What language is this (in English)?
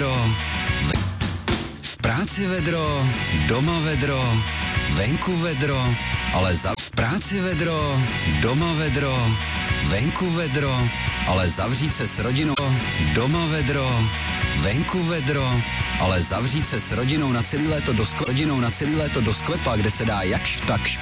Czech